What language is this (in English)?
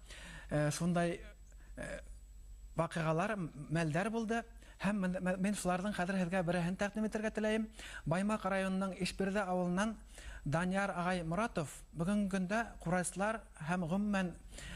Bashkir